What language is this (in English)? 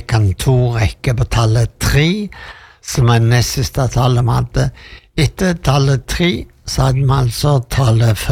Norwegian